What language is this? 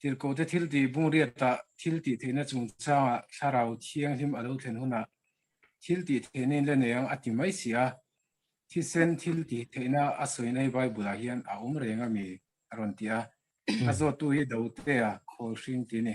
Mizo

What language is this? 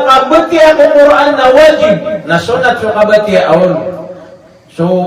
Maranao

